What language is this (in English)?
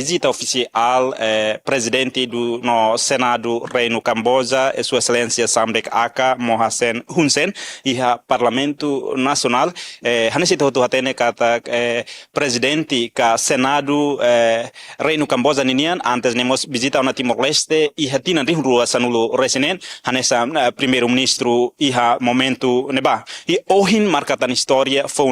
Tetum